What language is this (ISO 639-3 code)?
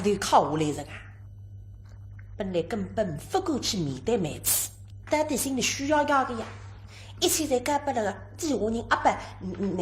wuu